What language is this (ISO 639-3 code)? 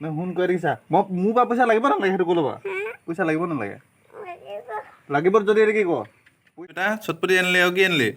asm